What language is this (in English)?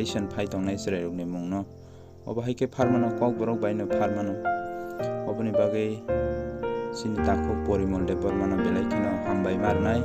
Kok Borok